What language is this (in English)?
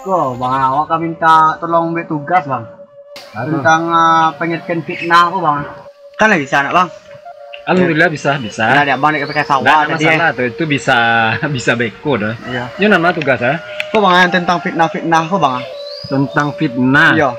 Minangkabau